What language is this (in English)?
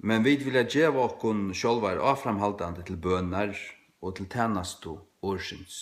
Faroese